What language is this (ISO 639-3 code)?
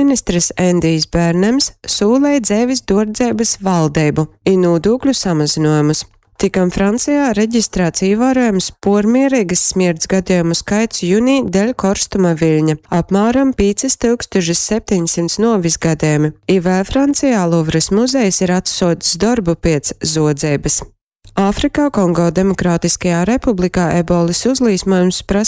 ltg